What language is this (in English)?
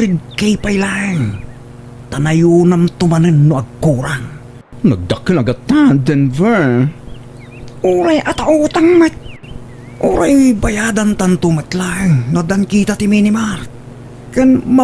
Iloko